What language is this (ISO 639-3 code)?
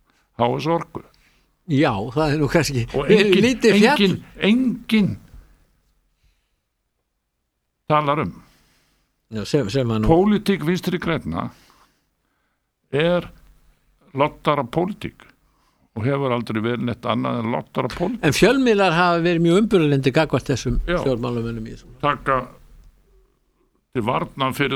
isl